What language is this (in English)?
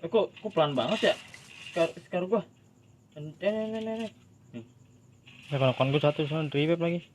Betawi